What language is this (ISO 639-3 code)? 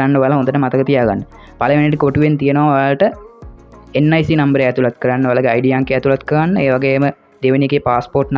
sin